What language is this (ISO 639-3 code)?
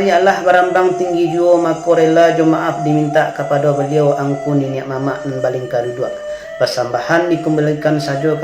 min